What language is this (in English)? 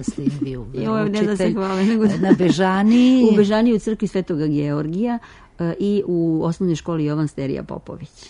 Serbian